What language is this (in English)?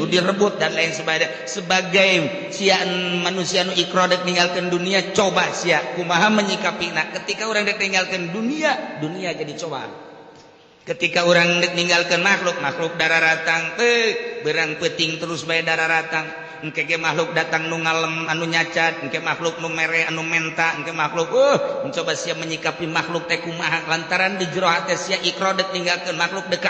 Sundanese